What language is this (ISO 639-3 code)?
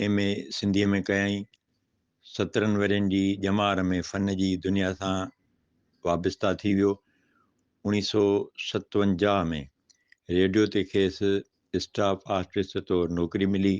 snd